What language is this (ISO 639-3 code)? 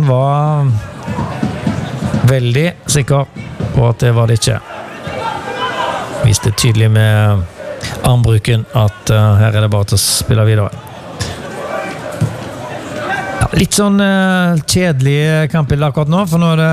nor